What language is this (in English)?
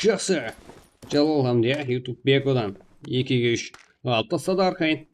Kara-Kalpak